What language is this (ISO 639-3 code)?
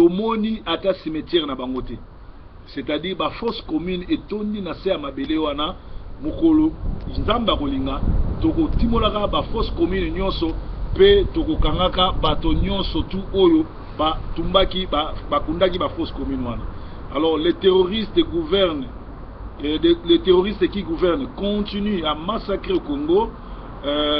lin